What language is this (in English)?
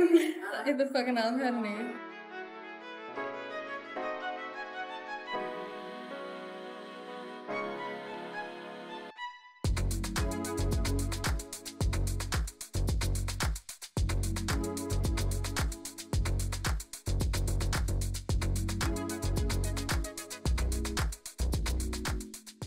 Czech